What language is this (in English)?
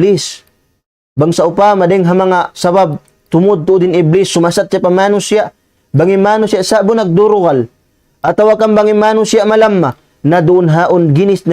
Tausug